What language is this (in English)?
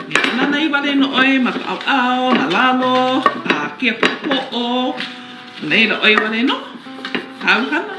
Hawaiian